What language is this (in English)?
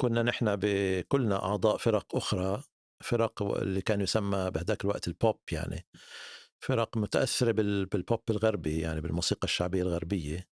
North Levantine Arabic